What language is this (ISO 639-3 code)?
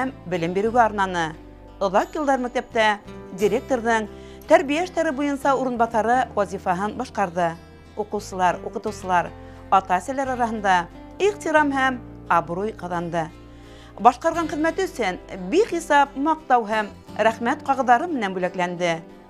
bak